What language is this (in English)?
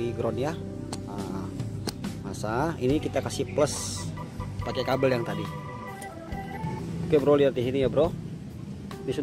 Indonesian